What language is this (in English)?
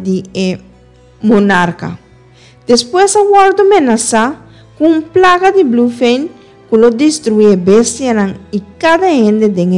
Papiamento